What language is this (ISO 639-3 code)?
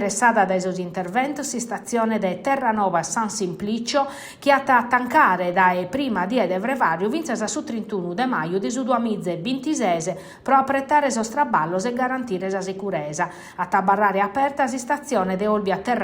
srd